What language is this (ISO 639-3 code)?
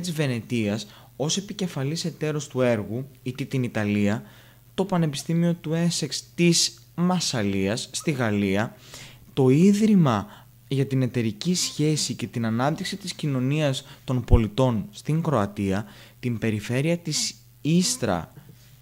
ell